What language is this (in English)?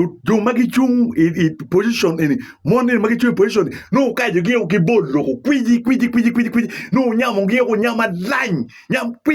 Acoli